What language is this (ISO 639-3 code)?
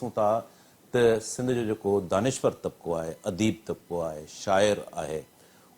snd